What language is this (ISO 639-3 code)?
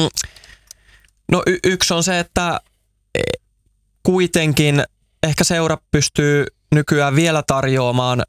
fin